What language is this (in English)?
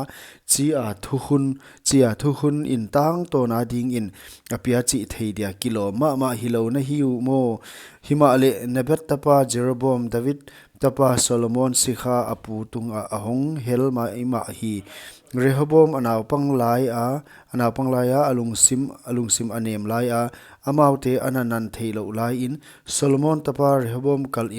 Paite Chin